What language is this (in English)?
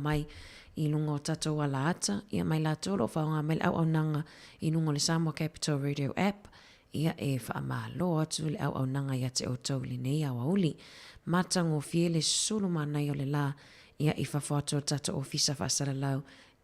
Samoan